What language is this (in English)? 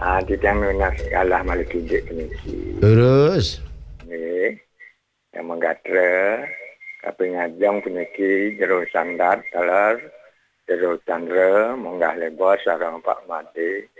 Balinese